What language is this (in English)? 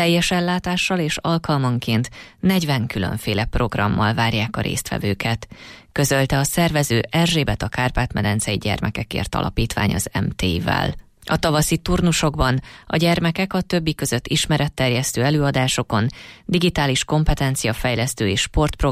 Hungarian